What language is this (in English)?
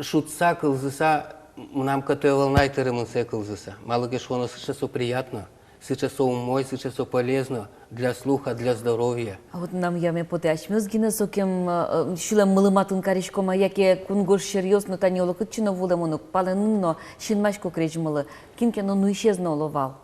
Udmurt